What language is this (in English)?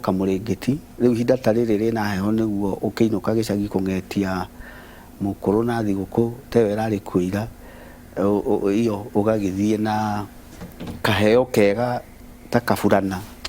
Kikuyu